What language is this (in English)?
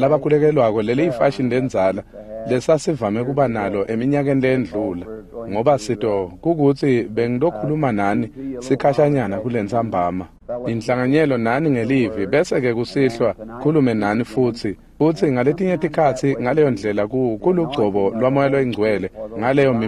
Swati